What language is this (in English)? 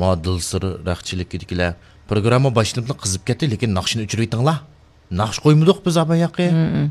Uyghur